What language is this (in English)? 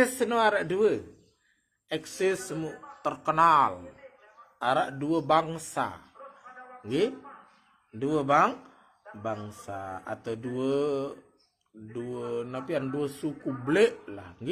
Sasak